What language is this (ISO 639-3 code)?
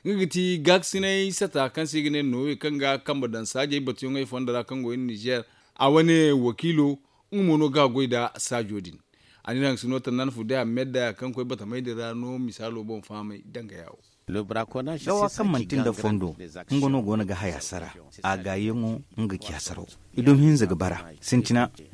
dje